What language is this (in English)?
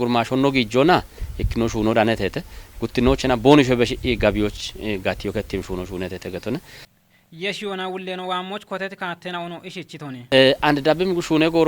Kafa